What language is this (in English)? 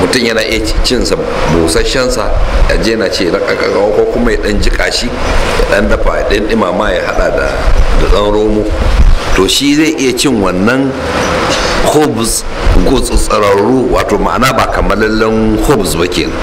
Hausa